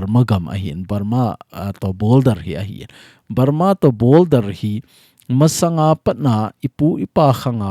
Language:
Thado Chin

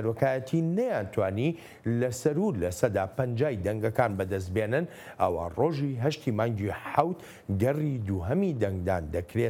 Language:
Central Kurdish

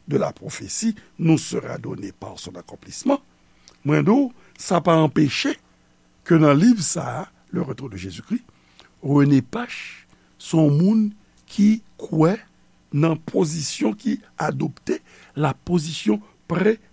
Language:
Haitian Creole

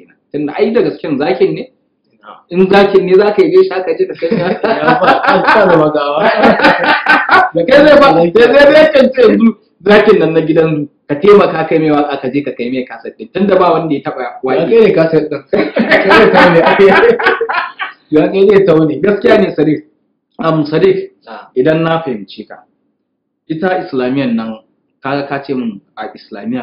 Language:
Hausa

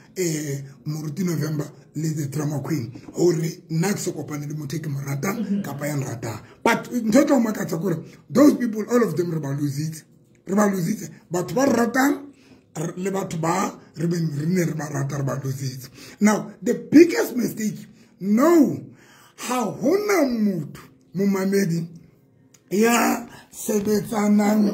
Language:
Southern Sotho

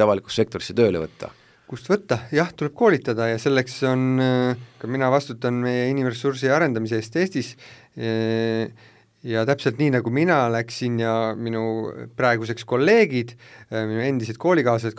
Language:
Estonian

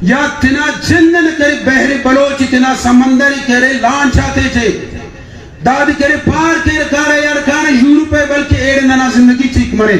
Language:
Brahui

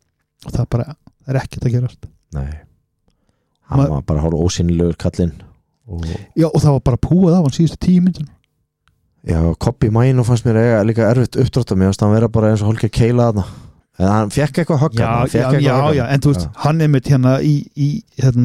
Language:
Icelandic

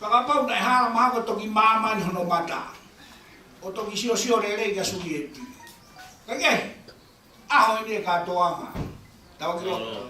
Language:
Tongan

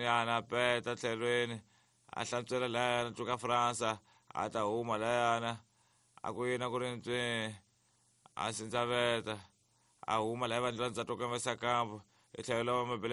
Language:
Tsonga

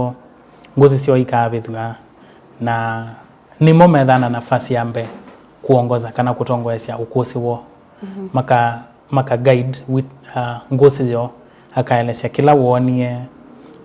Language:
Kamba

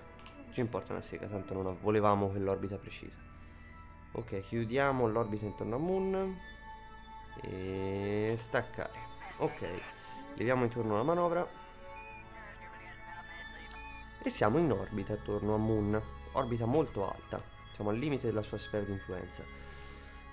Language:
Italian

